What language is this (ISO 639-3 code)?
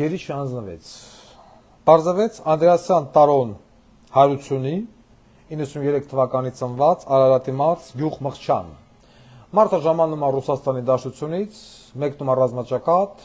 hye